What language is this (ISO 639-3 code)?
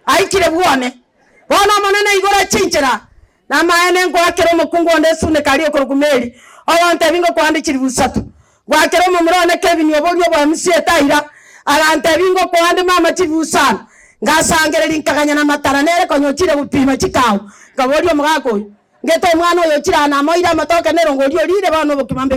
guz